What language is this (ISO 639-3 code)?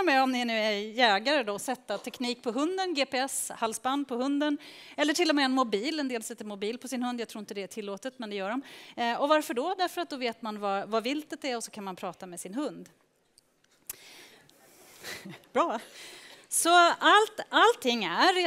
swe